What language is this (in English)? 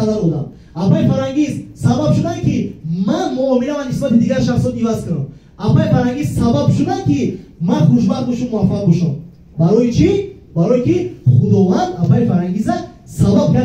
Tajik